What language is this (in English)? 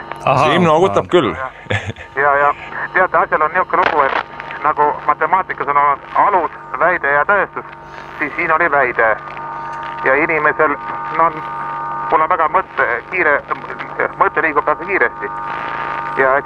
Estonian